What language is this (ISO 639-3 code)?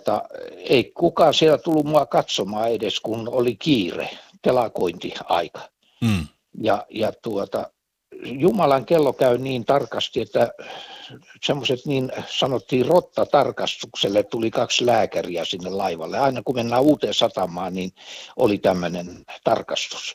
fin